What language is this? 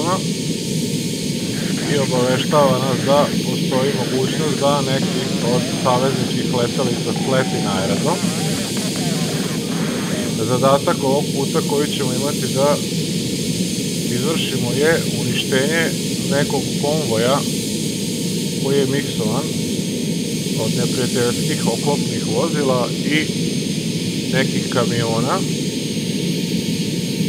Serbian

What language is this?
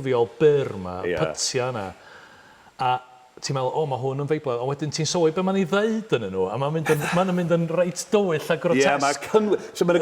Welsh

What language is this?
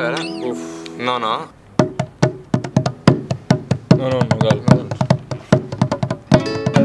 Catalan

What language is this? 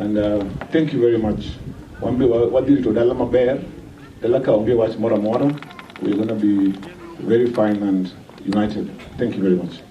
Luo (Kenya and Tanzania)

